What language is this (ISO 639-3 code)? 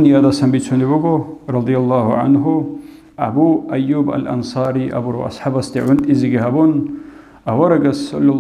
ava